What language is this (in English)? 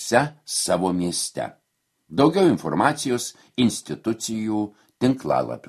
Lithuanian